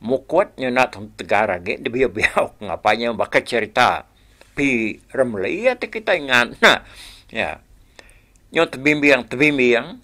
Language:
Iban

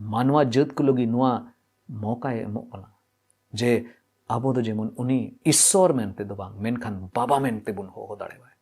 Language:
Santali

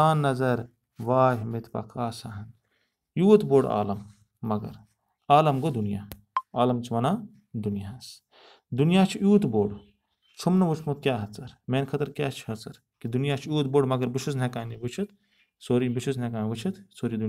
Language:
Kashmiri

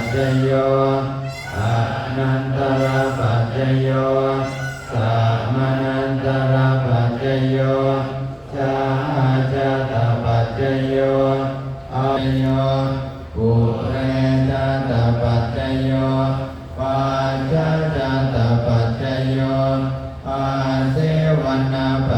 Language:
Pali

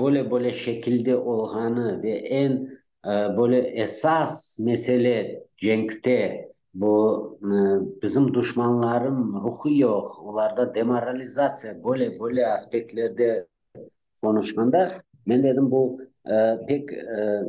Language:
Crimean Tatar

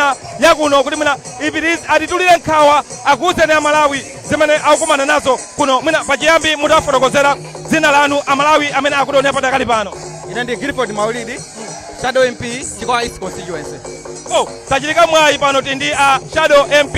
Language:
Nyanja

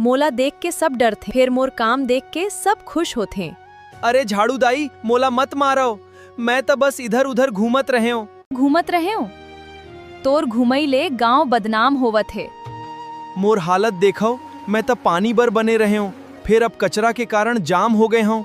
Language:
Chhattisgarhi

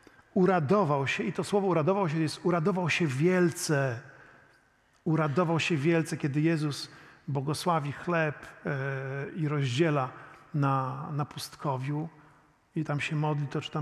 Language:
Polish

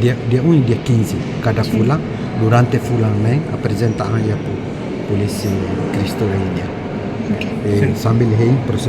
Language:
Tetum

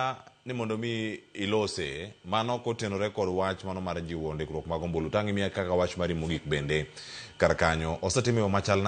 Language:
Luo (Kenya and Tanzania)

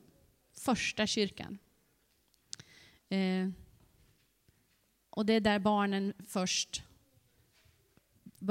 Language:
Swedish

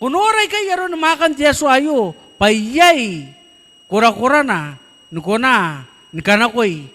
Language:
Gilbertese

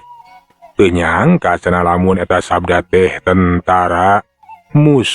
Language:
Sundanese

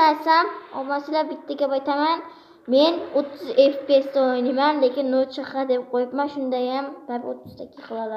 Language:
Uzbek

